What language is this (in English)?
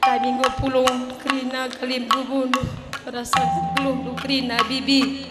Batak Karo